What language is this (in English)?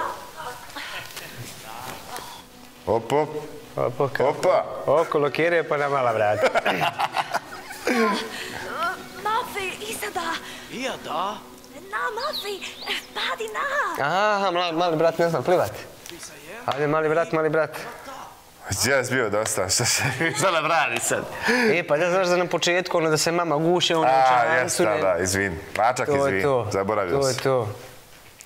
Bosnian